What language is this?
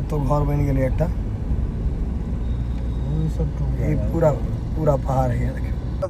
Maithili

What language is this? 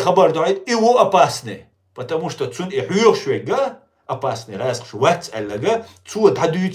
Chechen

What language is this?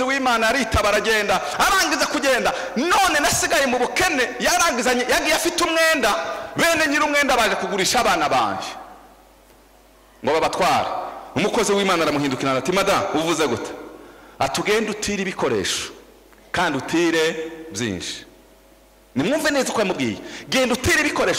Kinyarwanda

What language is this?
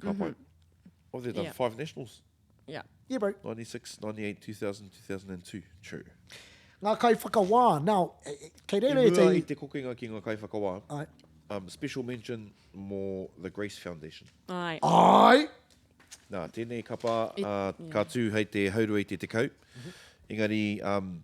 Māori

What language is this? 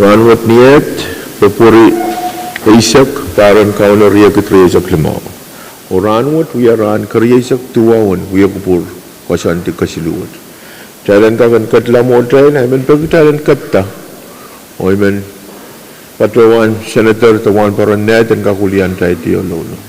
Pohnpeian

